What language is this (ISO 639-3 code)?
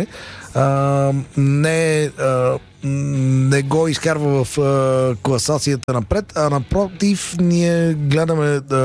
bul